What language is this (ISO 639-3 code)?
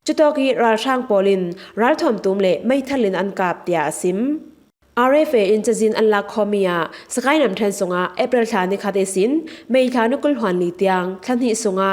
cfm